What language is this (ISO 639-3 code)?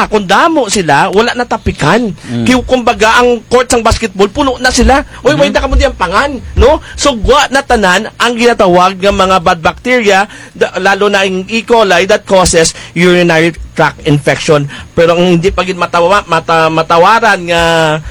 krj